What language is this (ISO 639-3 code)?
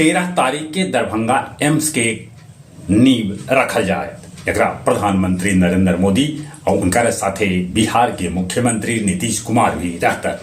mag